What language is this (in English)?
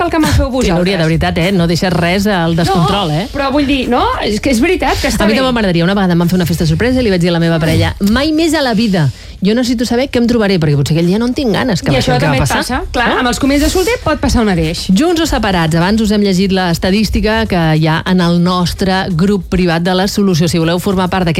Catalan